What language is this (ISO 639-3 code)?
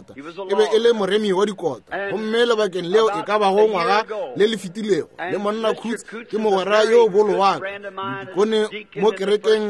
nso